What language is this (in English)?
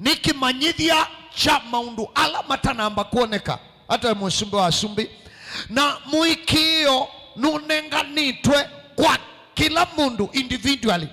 Kamba